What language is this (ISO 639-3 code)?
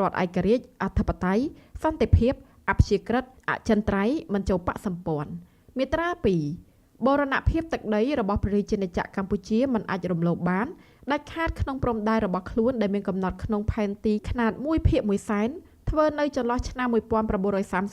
khm